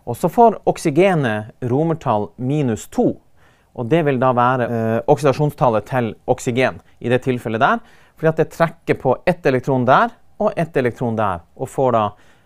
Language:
Norwegian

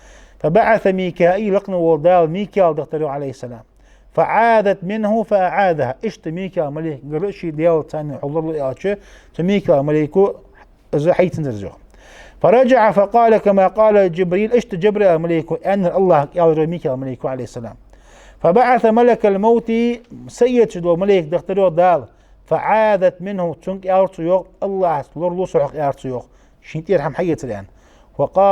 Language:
Ingush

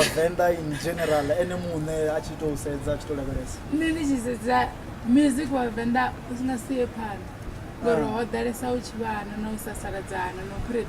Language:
Venda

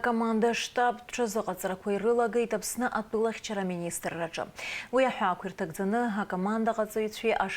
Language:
Abkhazian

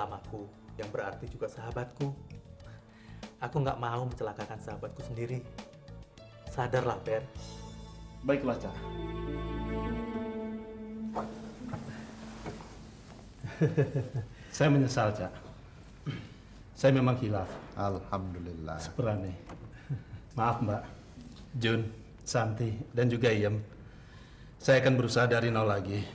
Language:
Indonesian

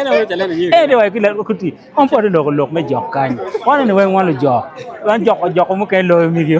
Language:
Acoli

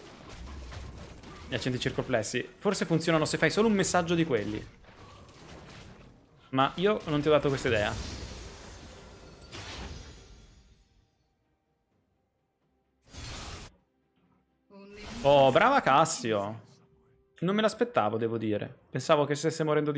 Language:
Italian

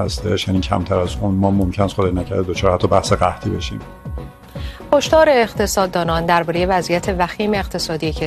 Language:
Persian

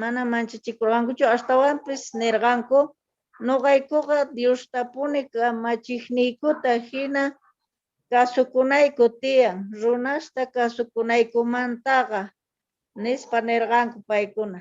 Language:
South Bolivian Quechua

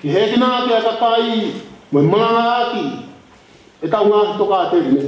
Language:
Tongan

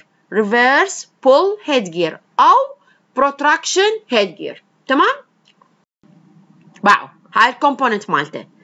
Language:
Mesopotamian Arabic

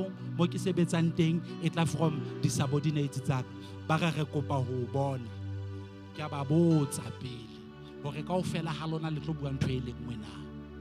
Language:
Southern Sotho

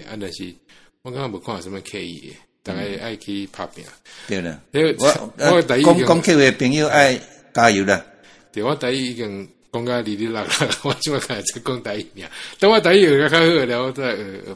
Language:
Min Nan Chinese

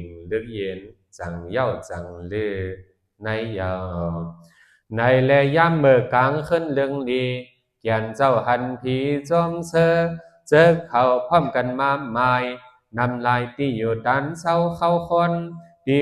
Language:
Shan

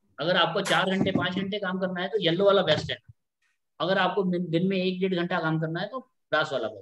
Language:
Hindi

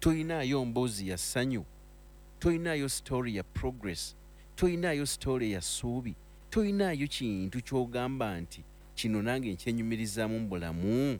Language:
Ganda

